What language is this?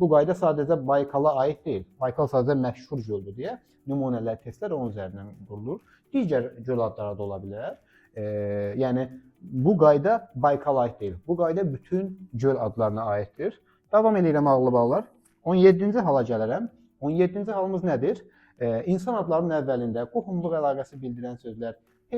Azerbaijani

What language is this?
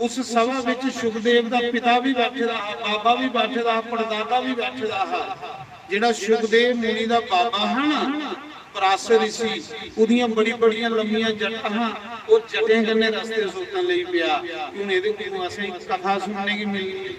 Dogri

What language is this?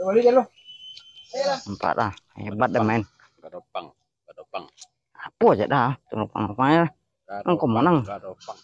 Minangkabau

